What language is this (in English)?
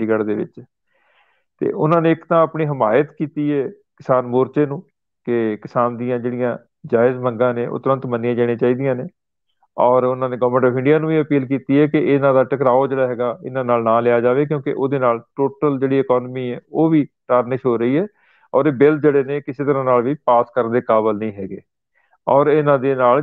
Punjabi